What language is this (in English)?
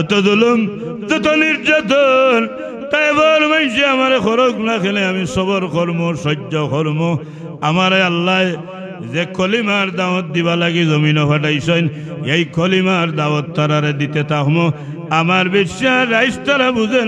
Sylheti